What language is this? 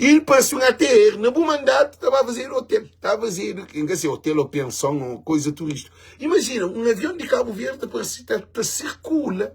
Kabuverdianu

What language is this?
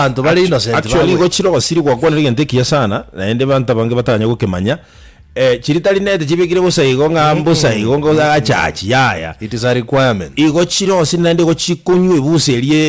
Gusii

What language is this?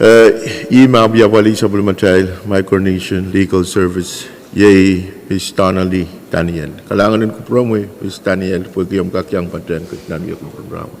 Pohnpeian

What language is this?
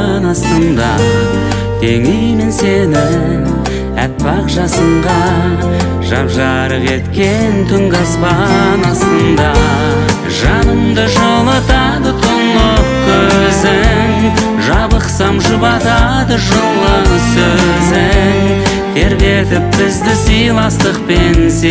Kazakh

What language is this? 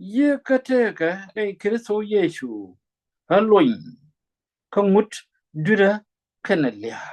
Nuer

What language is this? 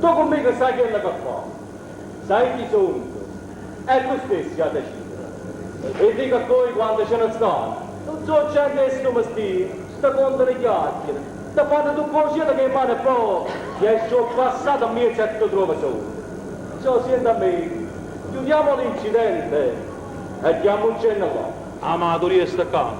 Neapolitan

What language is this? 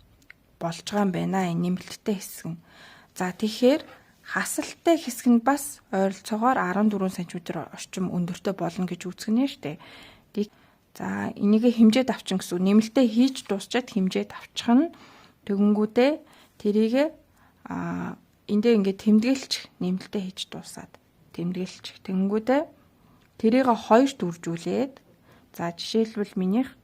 Mongolian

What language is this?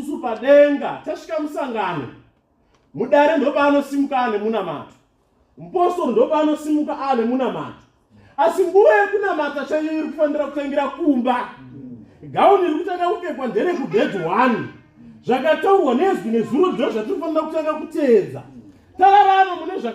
Shona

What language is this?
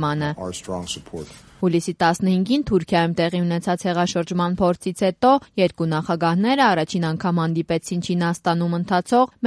Armenian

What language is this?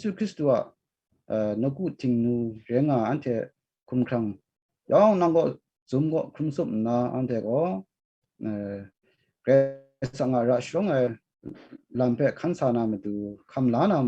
Kachin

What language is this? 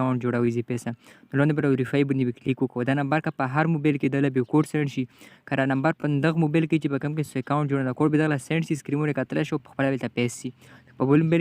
Pashto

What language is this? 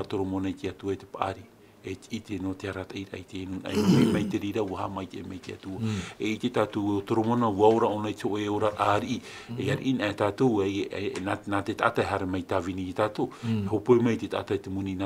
Tahitian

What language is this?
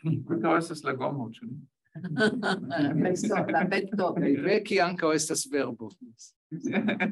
Esperanto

